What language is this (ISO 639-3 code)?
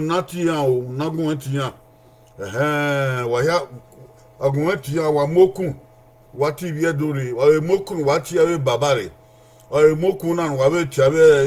bin